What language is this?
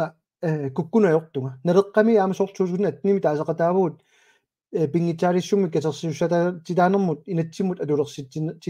Kalaallisut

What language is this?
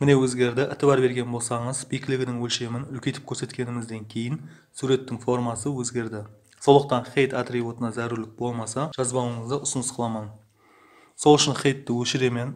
Kara-Kalpak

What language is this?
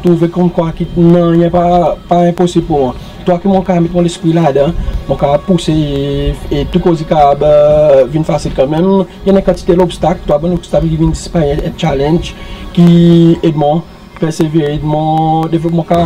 Seselwa Creole French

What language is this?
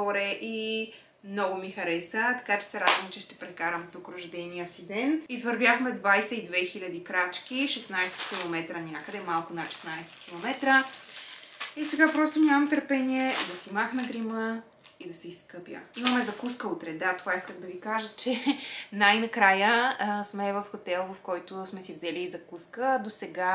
Bulgarian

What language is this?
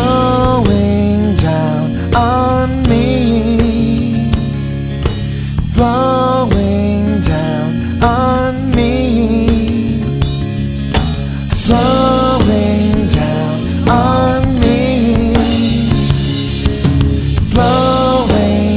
Filipino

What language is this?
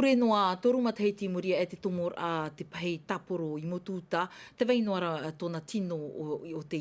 Tahitian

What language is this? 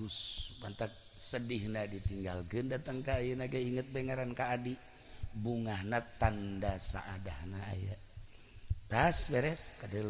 Sundanese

